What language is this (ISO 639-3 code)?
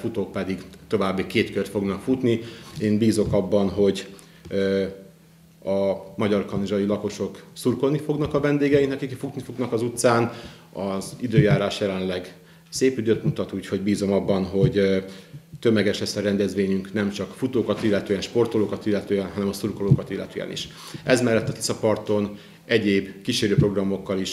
hun